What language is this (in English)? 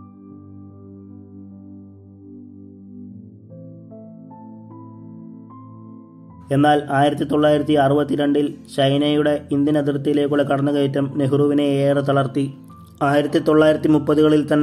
Malayalam